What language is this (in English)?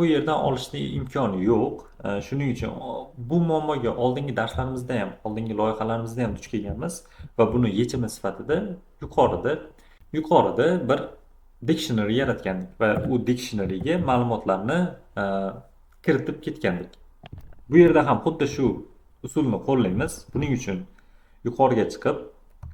Uzbek